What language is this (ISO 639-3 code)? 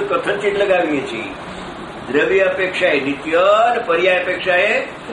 guj